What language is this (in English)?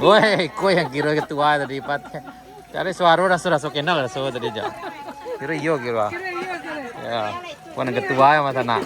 Minangkabau